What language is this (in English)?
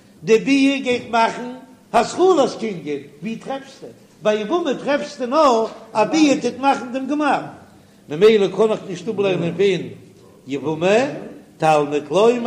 Yiddish